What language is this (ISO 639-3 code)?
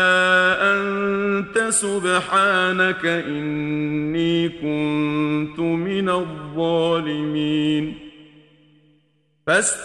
ara